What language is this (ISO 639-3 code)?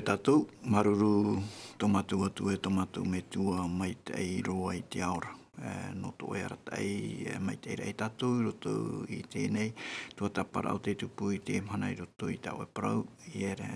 tah